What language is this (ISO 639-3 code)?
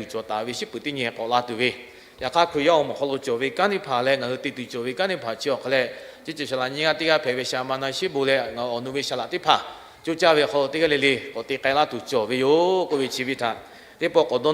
lhu